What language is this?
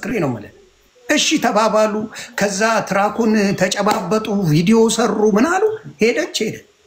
Amharic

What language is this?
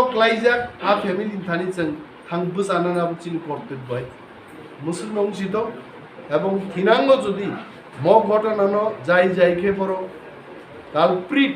Riang (India)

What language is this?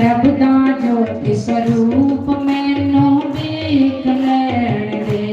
Dogri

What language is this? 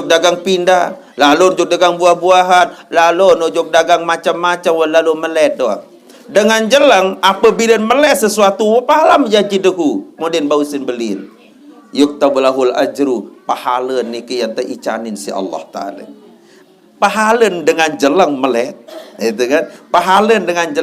Sasak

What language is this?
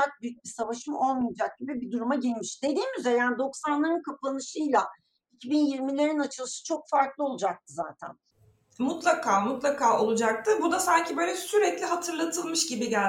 Turkish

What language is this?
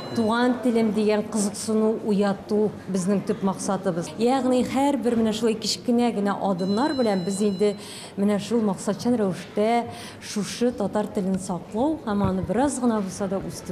Tatar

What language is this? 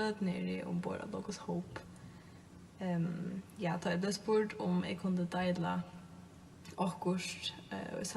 Faroese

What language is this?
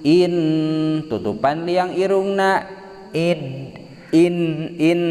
Sundanese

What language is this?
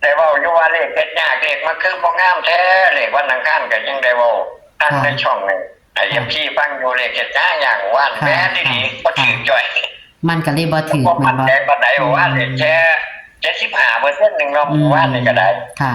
Northeastern Thai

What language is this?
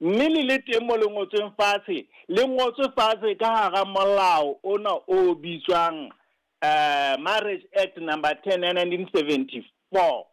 Southern Sotho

